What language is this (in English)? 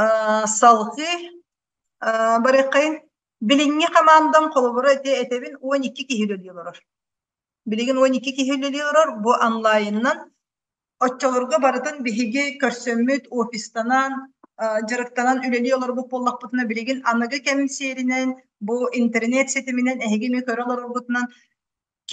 Yakut